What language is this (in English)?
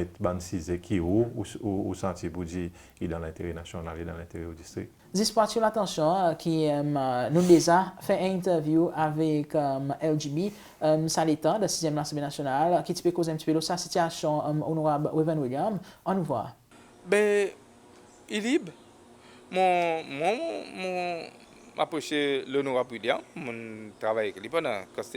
Seselwa Creole French